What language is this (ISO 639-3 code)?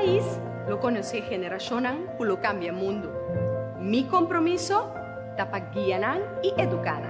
pap